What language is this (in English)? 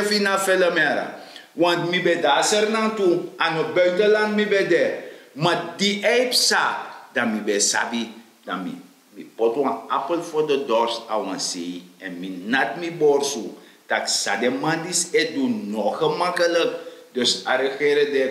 Sranan Tongo